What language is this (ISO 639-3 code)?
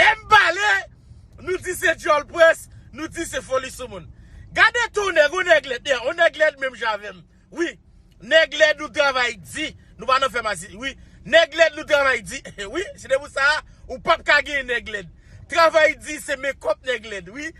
hat